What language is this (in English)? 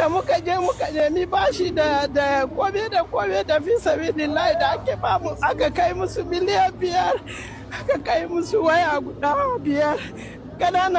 Hausa